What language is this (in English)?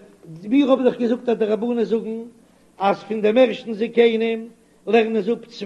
Yiddish